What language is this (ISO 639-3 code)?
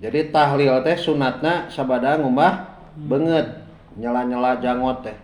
sun